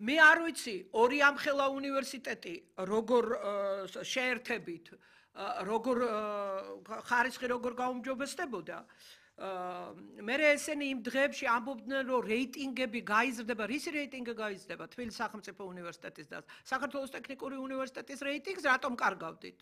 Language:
Georgian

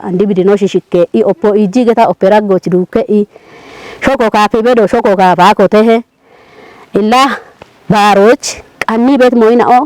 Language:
Kafa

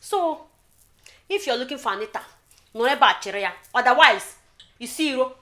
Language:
Igbo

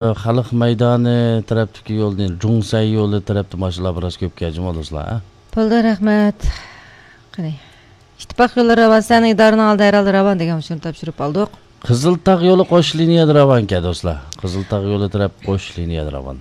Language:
Uyghur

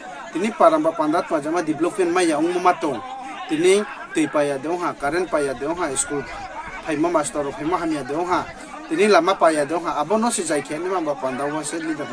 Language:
Riang (India)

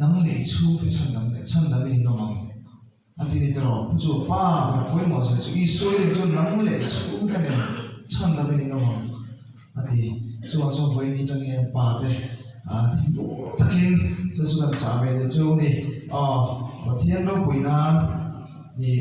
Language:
Mizo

